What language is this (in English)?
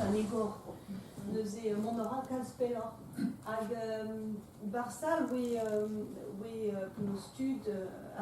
Breton